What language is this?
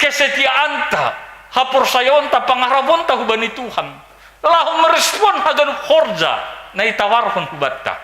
Batak Simalungun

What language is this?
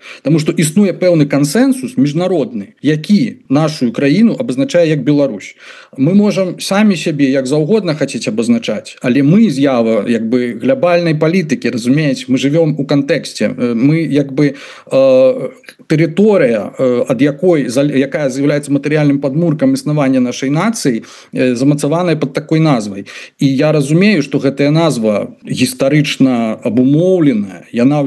Belarusian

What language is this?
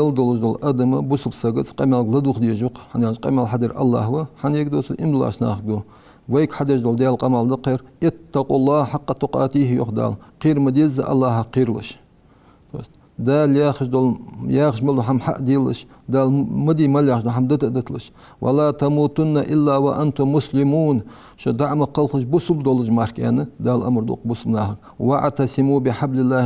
Ingush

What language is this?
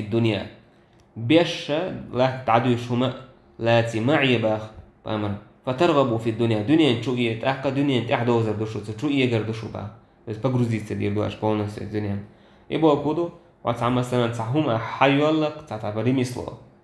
Chechen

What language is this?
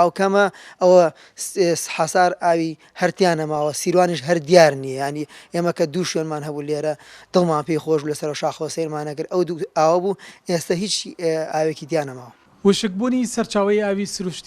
Central Kurdish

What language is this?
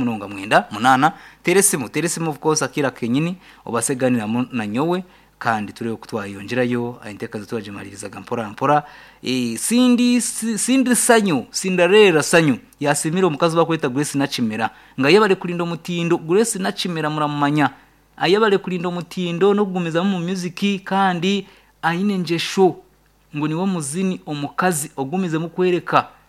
Nyankole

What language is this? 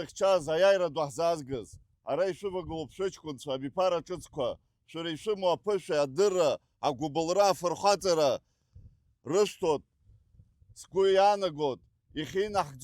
Abkhazian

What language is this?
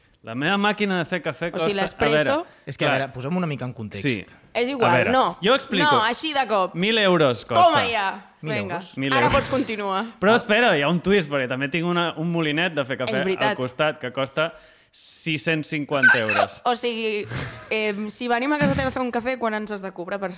Catalan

